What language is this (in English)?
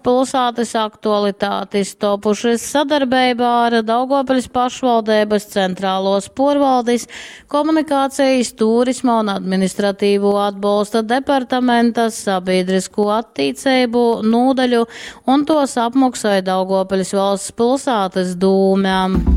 Latgalian